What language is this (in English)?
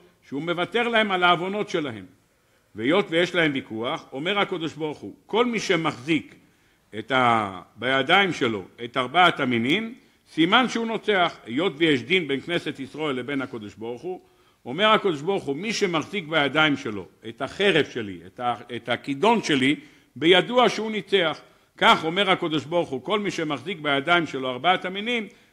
Hebrew